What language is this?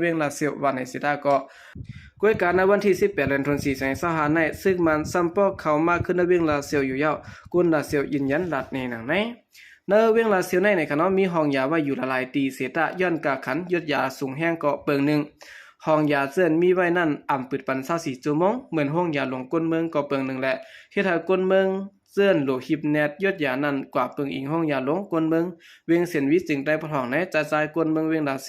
Shan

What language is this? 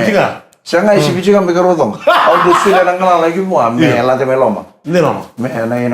Fijian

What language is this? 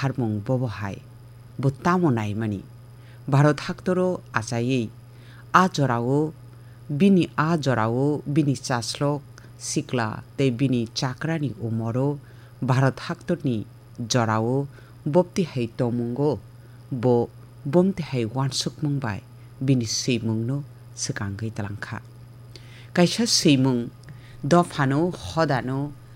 Kok Borok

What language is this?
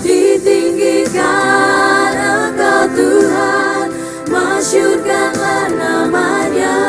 Ambonese Malay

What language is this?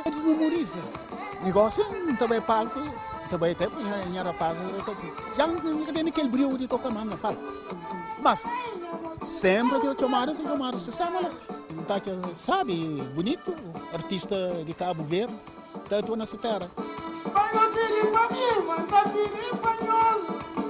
Kabuverdianu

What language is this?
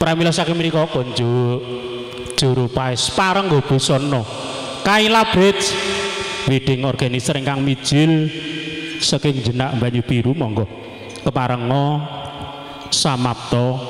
Javanese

